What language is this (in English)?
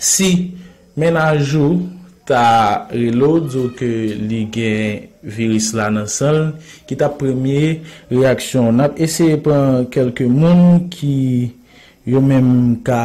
Haitian Creole